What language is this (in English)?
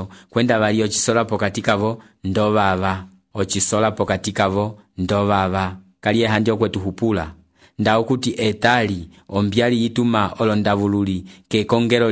Umbundu